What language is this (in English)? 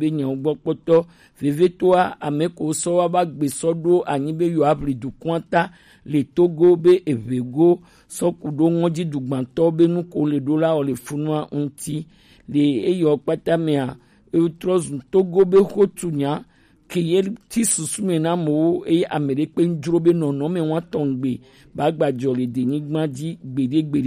Gen